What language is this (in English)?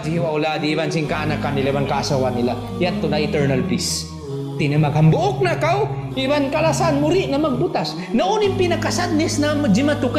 Tausug